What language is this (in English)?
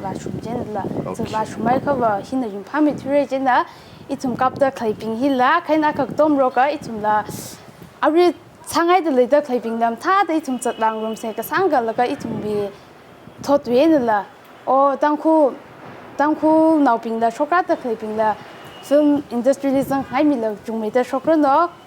Tangkhul Naga (India)